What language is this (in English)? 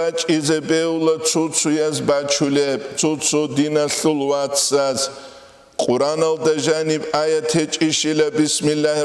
Avaric